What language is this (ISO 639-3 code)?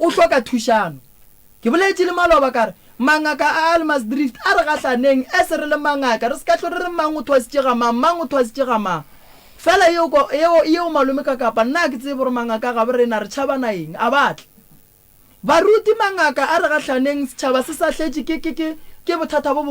nso